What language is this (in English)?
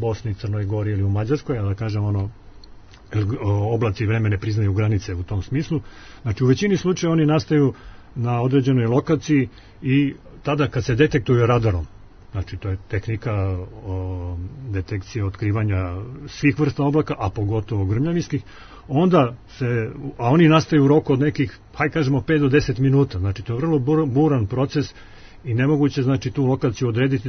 Serbian